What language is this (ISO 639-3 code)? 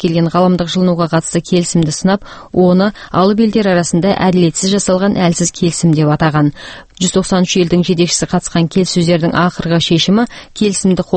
kaz